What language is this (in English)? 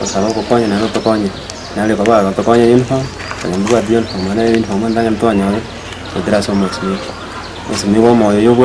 Gusii